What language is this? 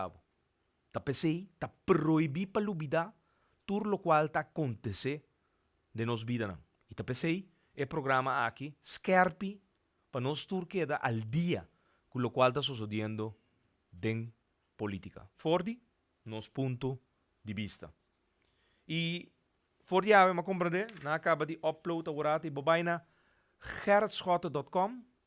Papiamento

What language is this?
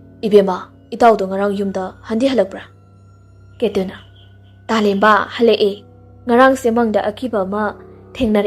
Manipuri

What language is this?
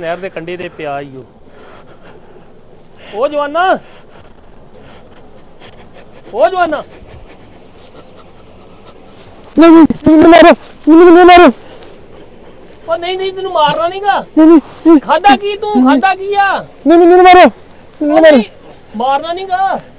Punjabi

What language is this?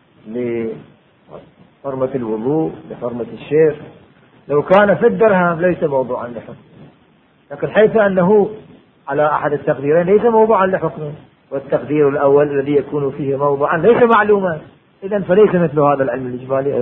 Arabic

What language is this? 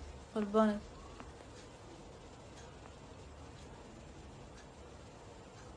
Persian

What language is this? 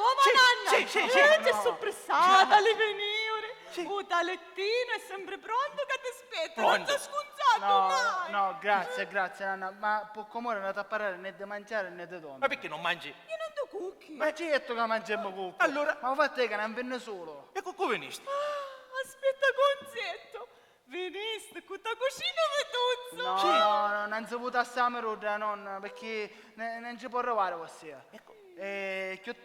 Sicilian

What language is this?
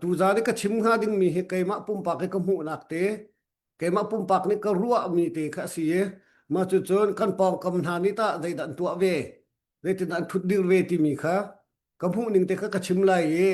Hakha Chin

